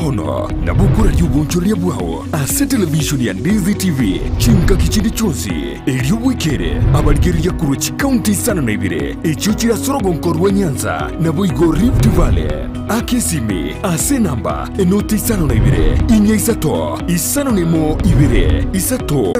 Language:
Gusii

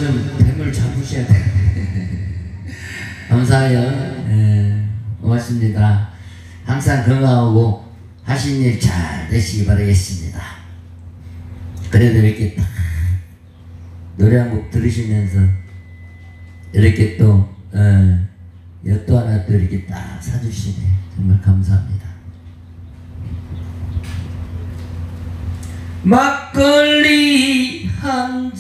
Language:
Korean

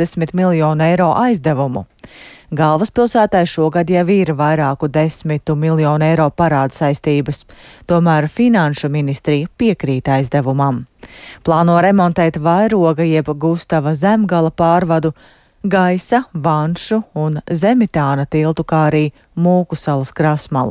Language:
Latvian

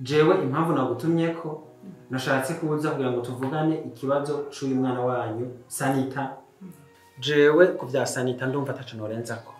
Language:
Rundi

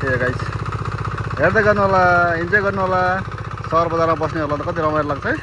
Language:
Nepali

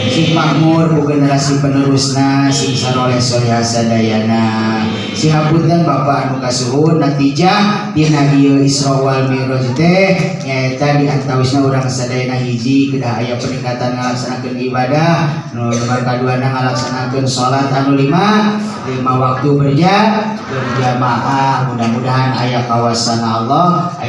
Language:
Sundanese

